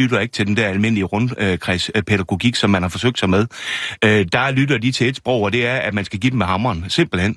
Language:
Danish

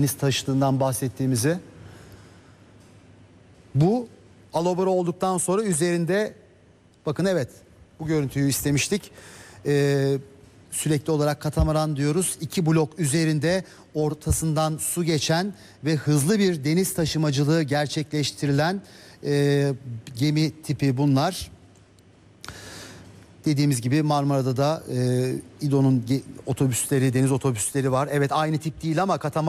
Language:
Turkish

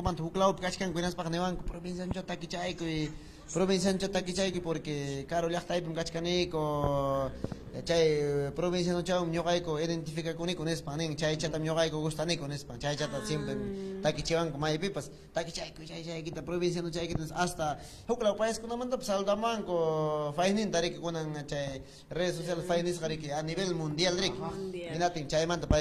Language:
Ayacucho Quechua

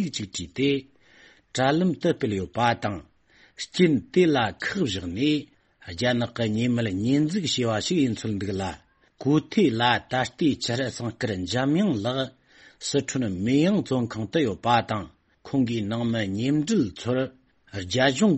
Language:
Tibetan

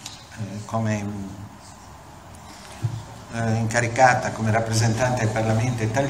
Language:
Italian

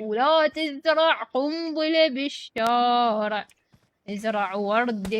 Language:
Mesopotamian Arabic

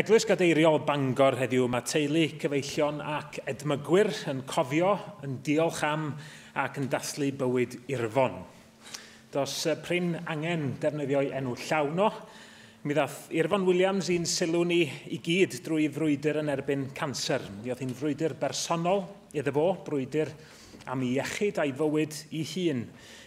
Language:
Welsh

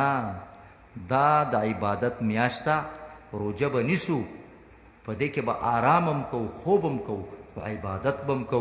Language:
Pashto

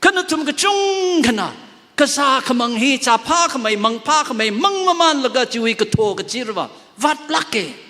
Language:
Tangkhul Naga (India)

